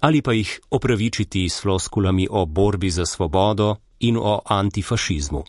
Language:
Slovenian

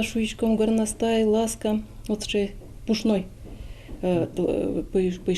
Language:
Udmurt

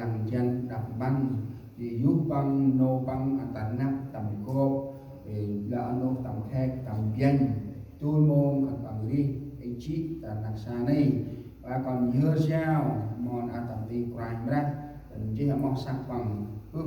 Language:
Central Mnong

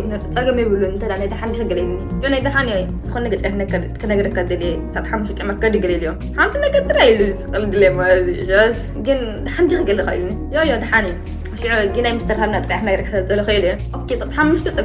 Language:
Tigrinya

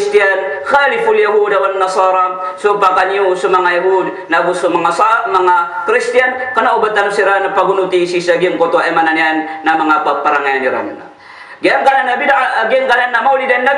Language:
Maranao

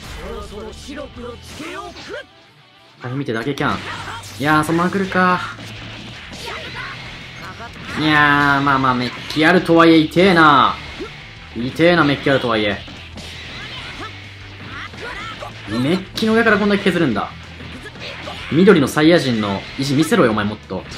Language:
Japanese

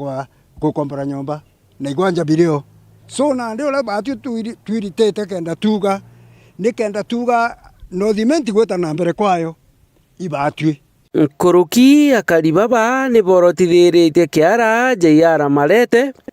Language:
Meru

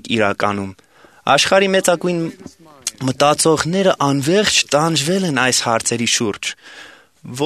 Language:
Armenian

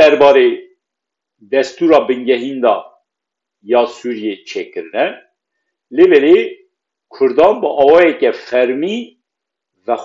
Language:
Kurdish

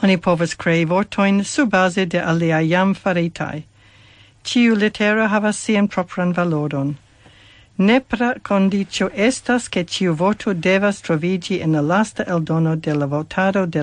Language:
Esperanto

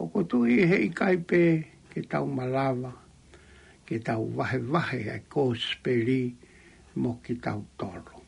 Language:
Tongan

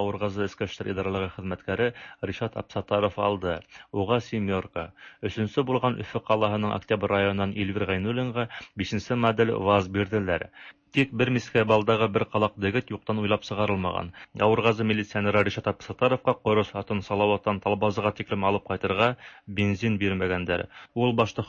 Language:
Tatar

